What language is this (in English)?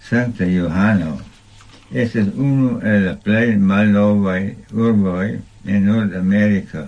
Esperanto